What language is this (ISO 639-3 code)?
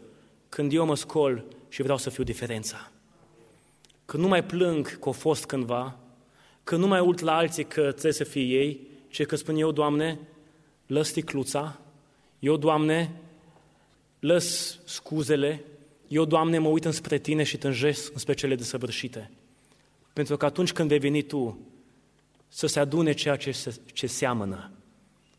ron